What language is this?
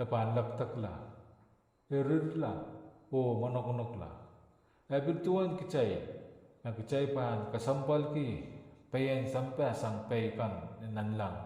Pohnpeian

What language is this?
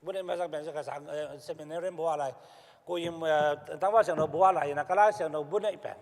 Tedim Chin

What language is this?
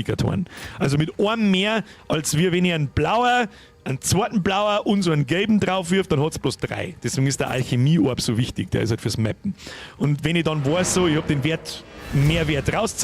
Bavarian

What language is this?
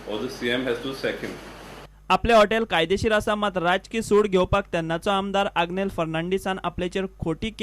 Konkani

